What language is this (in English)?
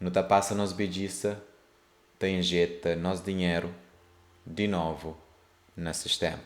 Kabuverdianu